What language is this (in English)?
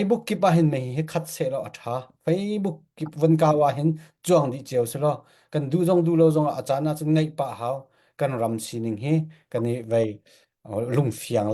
Falam Chin